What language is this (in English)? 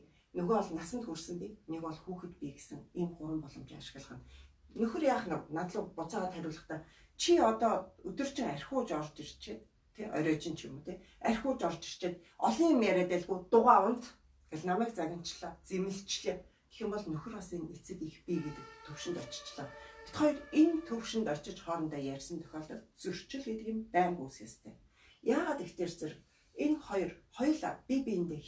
Mongolian